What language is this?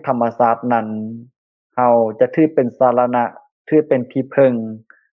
Lao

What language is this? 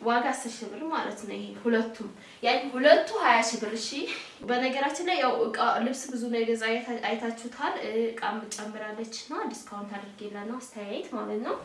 Amharic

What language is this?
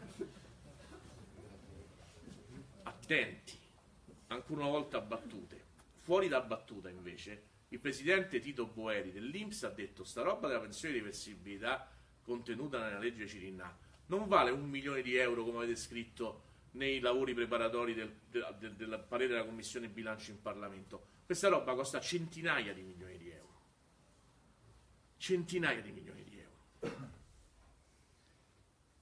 Italian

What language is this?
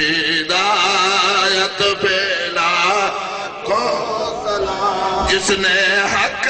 Saraiki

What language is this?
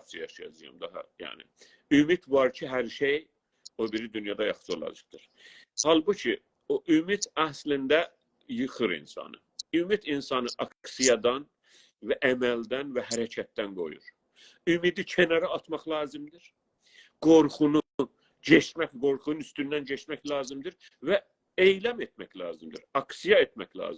South Azerbaijani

